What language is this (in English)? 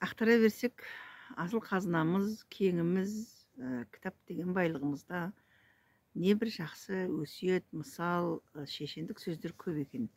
Kazakh